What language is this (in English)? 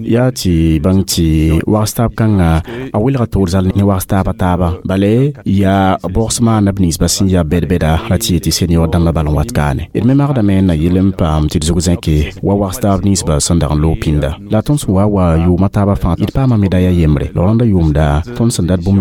Mossi